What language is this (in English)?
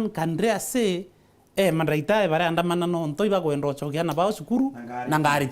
Meru